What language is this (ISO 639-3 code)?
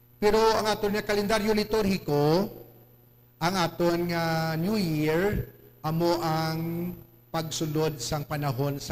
hil